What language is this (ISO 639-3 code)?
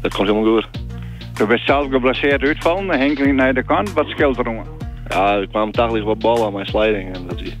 fry